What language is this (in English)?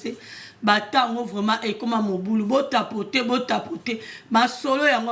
Lingala